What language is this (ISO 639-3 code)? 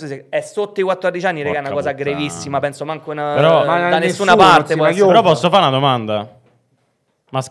ita